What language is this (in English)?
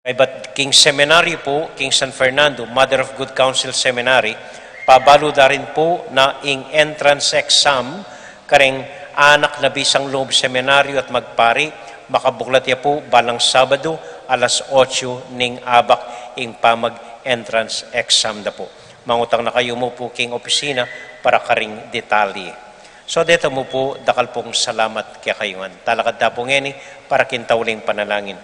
Pampanga